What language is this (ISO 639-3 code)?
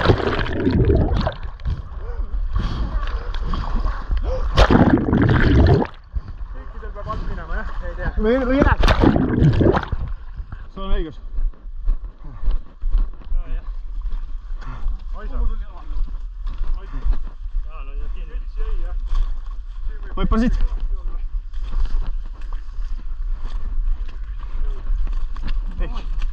est